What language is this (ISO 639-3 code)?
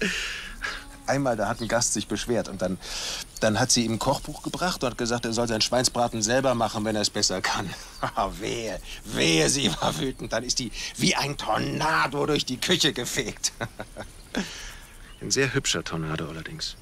bar